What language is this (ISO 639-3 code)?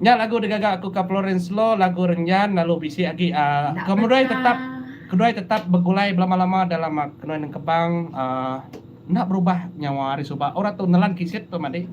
iba